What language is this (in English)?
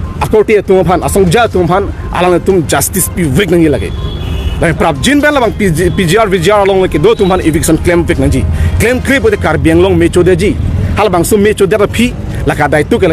Karbi